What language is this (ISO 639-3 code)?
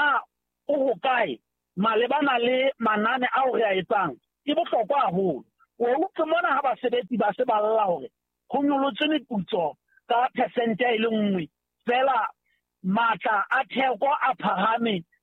sot